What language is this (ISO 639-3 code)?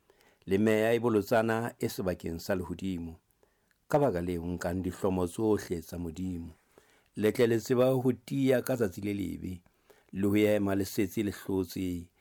sot